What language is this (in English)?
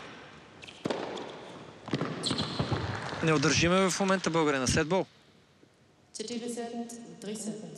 Bulgarian